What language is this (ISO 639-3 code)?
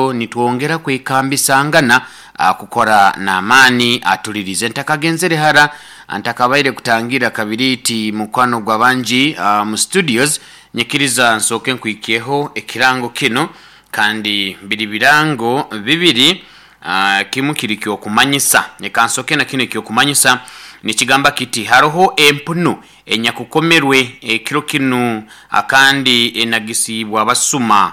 nyn